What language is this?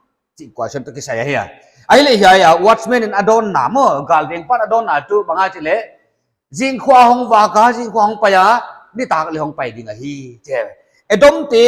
Paite Chin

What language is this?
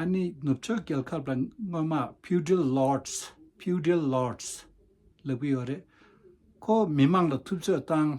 Tibetan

